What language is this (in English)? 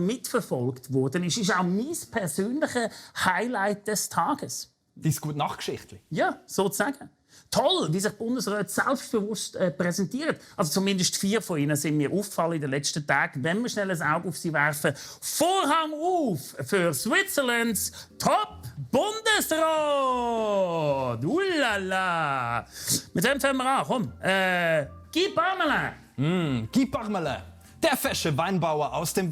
Swiss German